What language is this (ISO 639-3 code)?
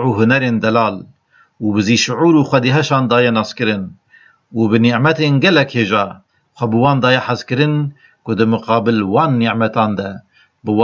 kur